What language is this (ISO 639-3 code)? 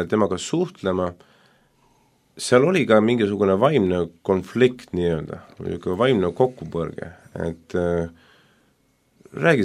est